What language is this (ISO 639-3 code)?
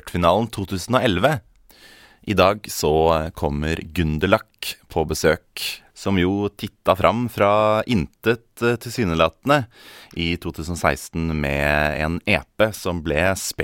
nor